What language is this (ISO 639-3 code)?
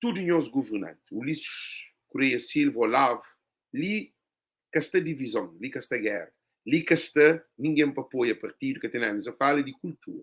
kea